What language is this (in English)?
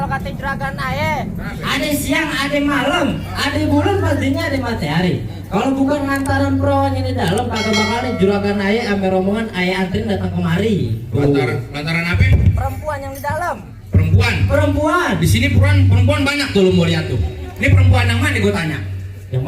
Betawi